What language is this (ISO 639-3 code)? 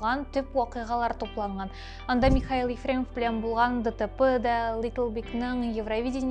tat